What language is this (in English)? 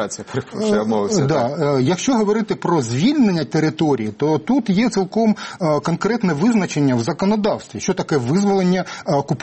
Ukrainian